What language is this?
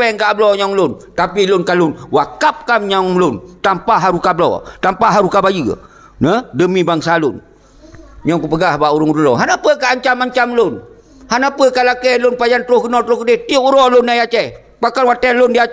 Achinese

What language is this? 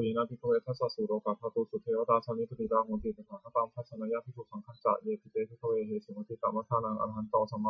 Pali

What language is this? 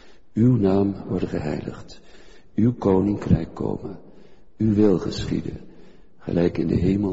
Dutch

